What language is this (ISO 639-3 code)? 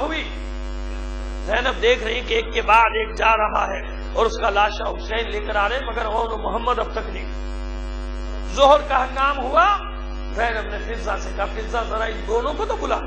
urd